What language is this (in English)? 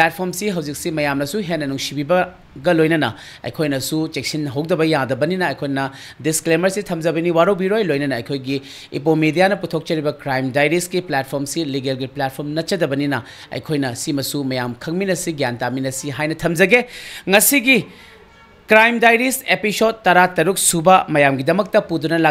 Manipuri